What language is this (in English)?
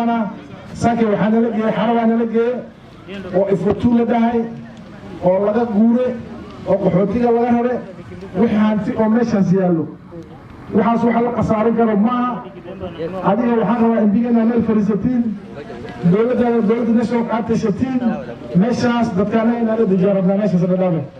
Somali